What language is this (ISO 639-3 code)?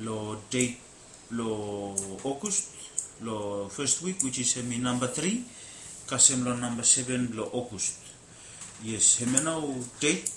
bis